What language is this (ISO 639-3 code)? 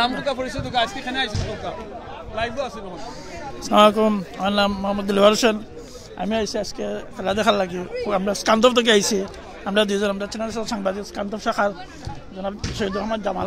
syl